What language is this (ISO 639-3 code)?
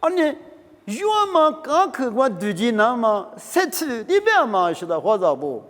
lis